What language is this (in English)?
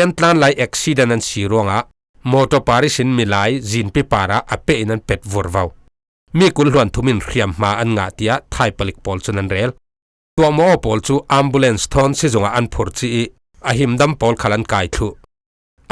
Falam Chin